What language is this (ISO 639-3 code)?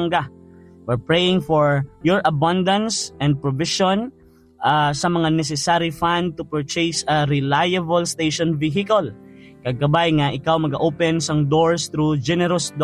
hil